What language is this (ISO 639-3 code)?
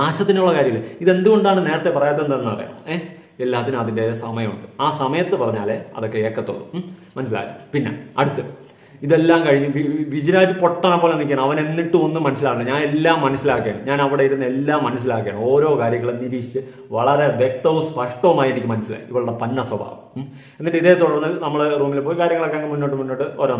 mal